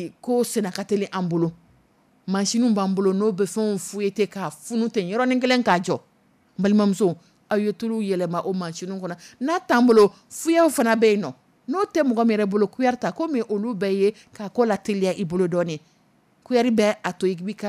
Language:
Dyula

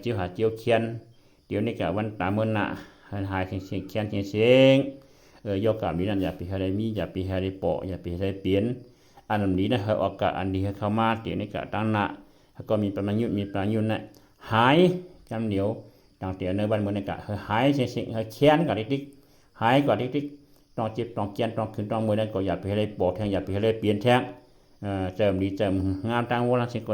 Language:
Shan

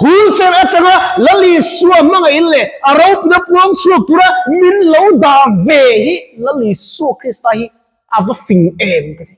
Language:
Mizo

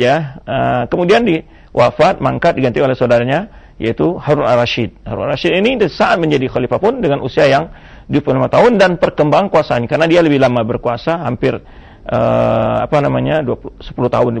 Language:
Indonesian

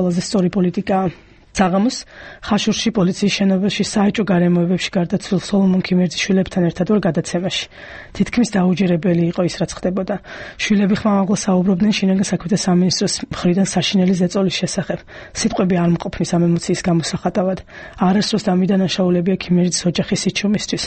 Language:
Georgian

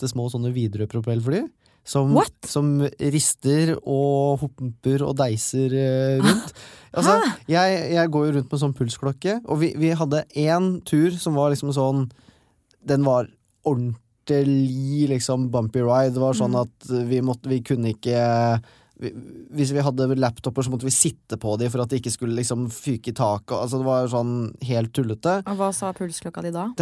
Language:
Norwegian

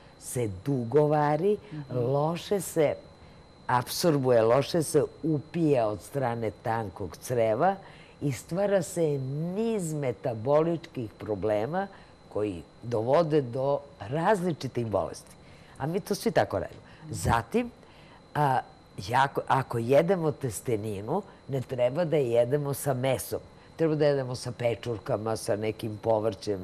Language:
Serbian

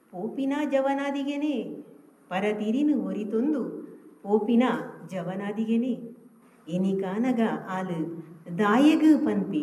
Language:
Tulu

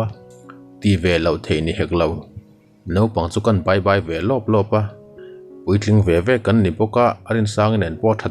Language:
Mizo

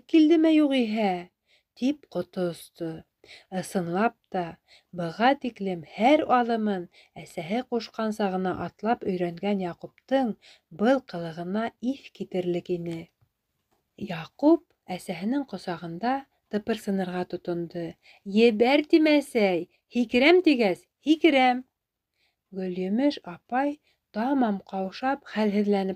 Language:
Bashkir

